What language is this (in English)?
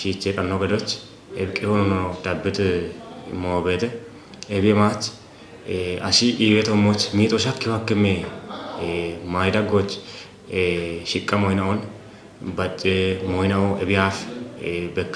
Kafa